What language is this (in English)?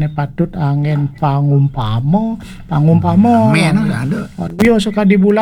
Balinese